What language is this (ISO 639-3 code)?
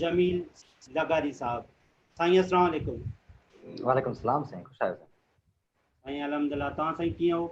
snd